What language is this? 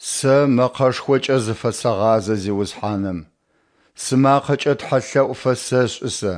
Adyghe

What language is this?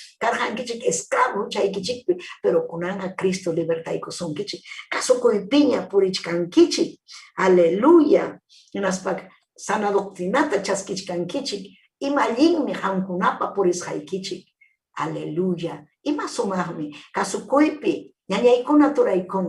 Ayacucho Quechua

